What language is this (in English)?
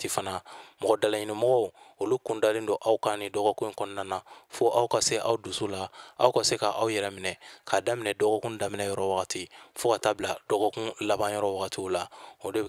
Bambara